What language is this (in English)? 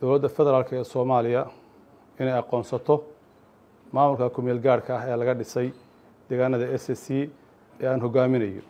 Somali